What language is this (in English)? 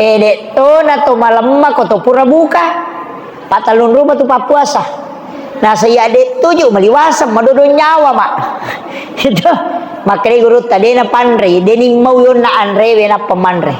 Buginese